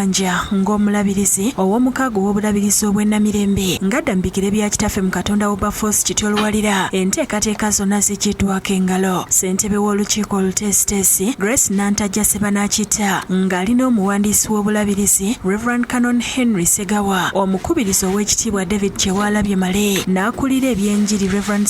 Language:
Ganda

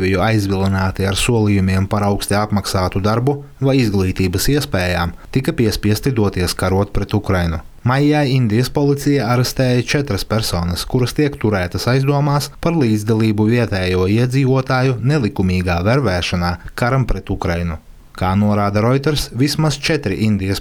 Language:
Latvian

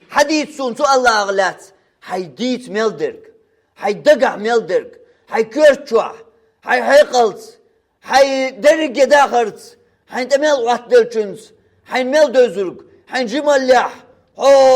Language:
Chechen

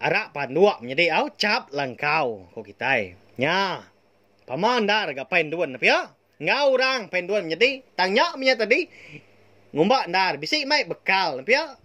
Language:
Iban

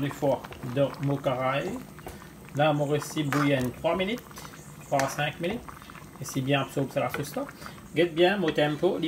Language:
Morisyen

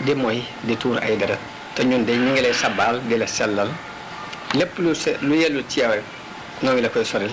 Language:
Wolof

